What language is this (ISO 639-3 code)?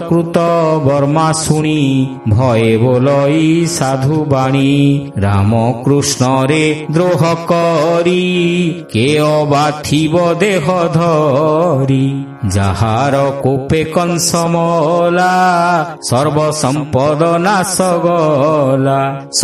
ori